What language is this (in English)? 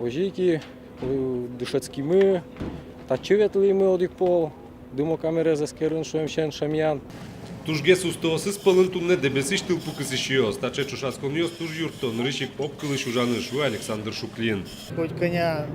Udmurt